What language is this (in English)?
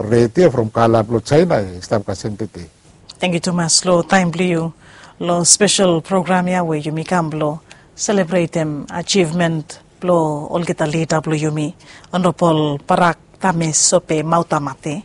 Bislama